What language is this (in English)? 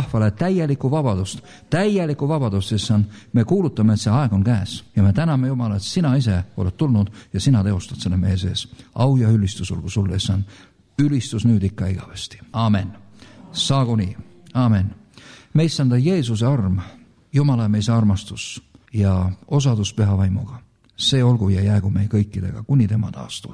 Estonian